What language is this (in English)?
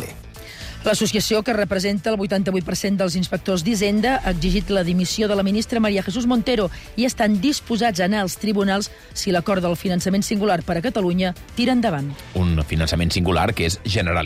Catalan